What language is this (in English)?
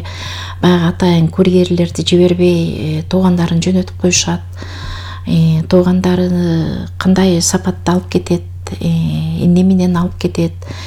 Kyrgyz